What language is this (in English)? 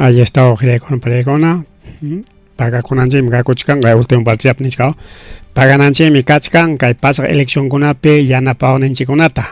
Ayacucho Quechua